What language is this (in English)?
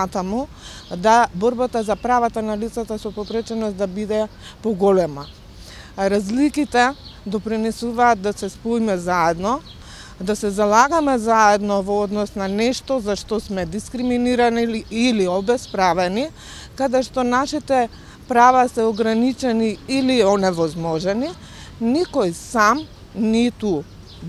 Macedonian